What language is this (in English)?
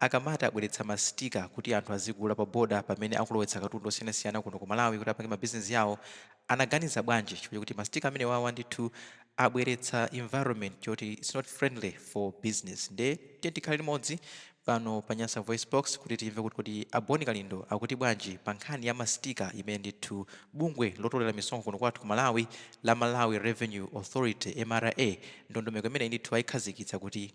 Nyanja